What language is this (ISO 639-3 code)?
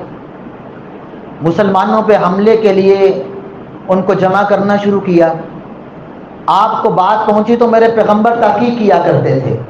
urd